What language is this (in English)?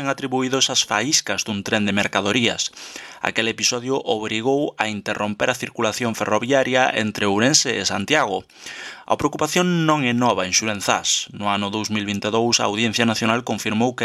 Galician